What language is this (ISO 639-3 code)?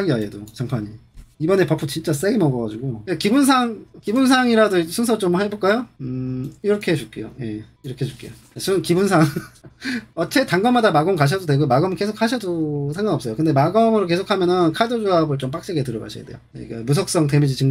kor